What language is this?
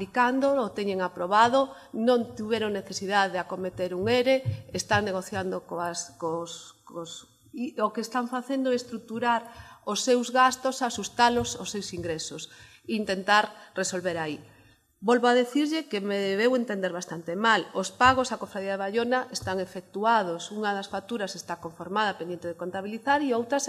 Galician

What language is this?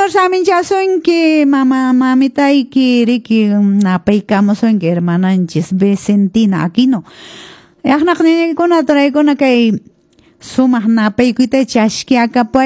Quechua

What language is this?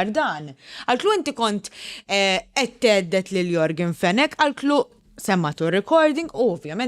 Maltese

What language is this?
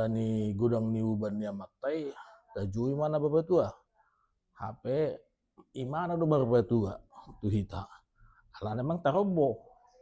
Batak Toba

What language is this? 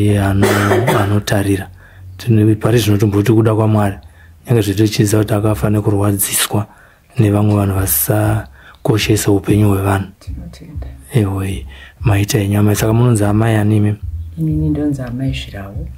Shona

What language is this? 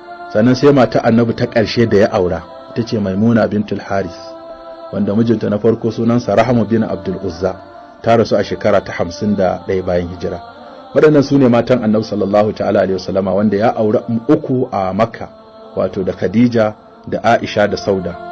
Hausa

